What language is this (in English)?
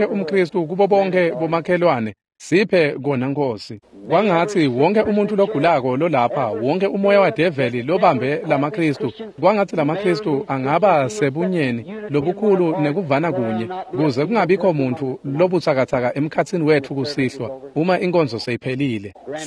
Swati